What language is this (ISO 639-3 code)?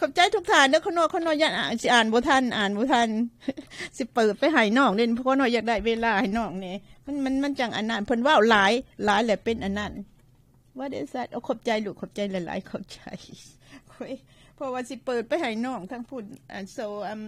lao